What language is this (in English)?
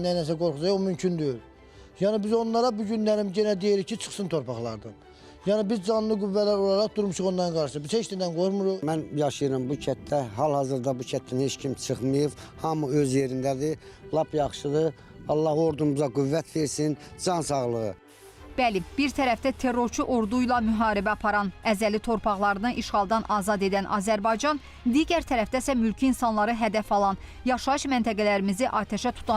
Azerbaijani